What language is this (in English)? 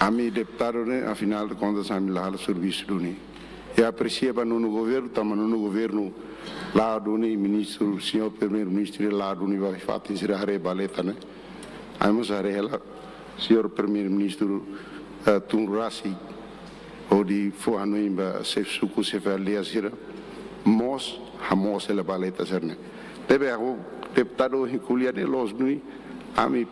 Tetum